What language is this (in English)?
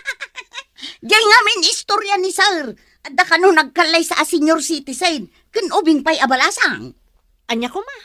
Iloko